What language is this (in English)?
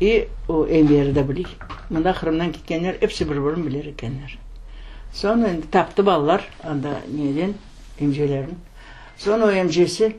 Crimean Tatar